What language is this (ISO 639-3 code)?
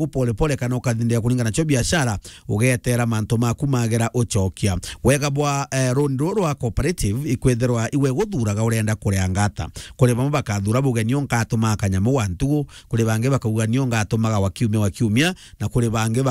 mer